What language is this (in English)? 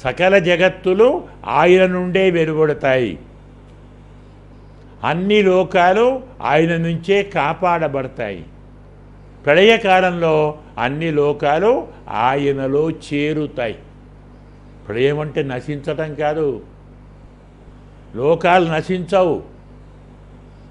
Telugu